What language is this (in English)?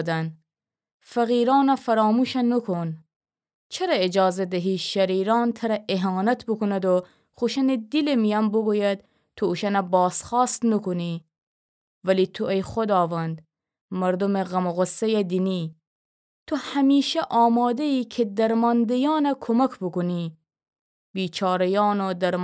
Gilaki